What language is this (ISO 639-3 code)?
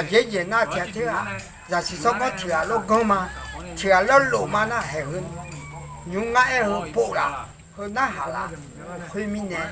ahk